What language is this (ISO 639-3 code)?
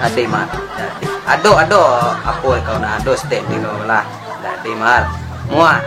min